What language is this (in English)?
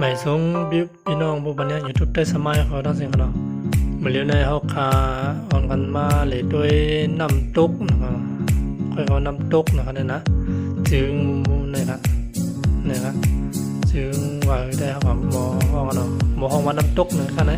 Shan